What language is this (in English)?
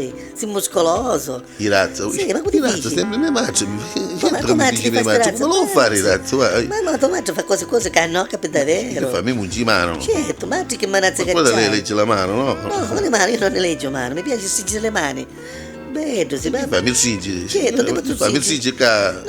Neapolitan